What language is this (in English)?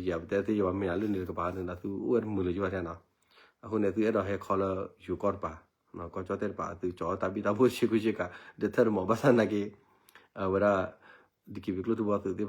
S'gaw Karen